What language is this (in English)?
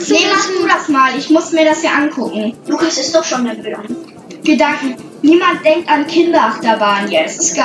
German